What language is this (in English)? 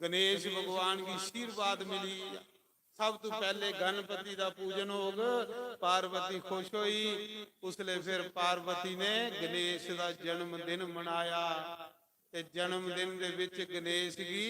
Dogri